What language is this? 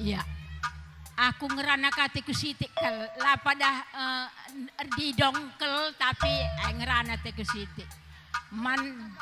Batak Karo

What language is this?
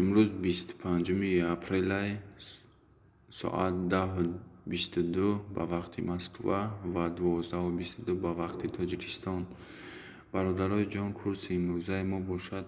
Tajik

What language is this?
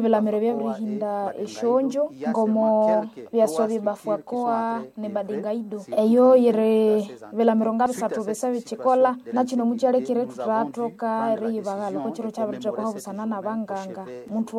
Nande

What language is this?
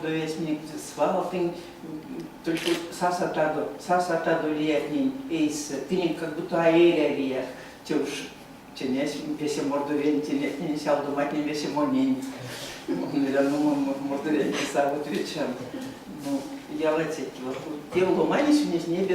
Erzya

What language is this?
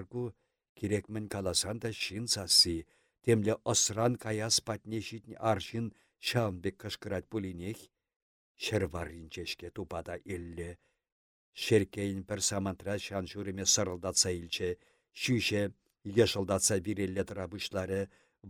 Chuvash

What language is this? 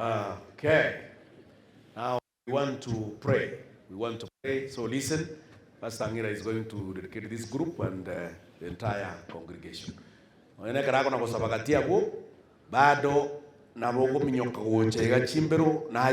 Gusii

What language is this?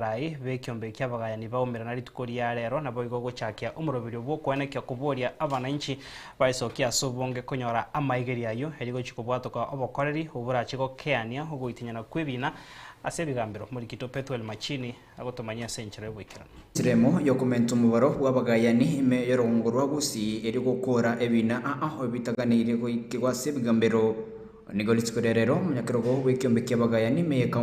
Gusii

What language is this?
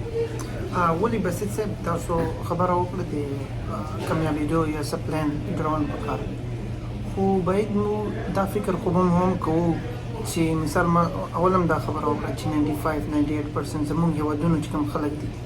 Pashto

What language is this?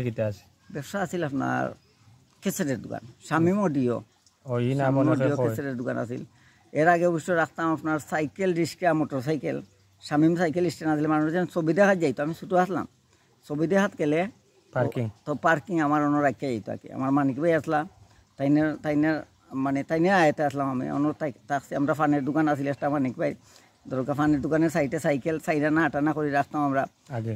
Sylheti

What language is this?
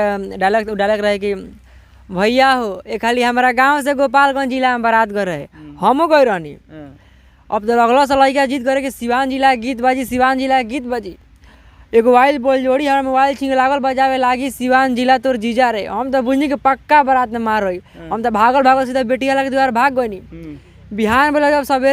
Bhojpuri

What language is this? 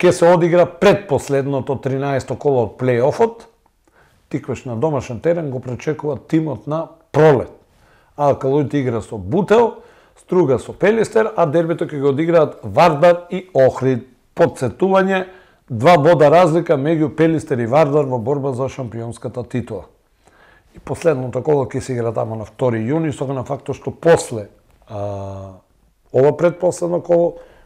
Macedonian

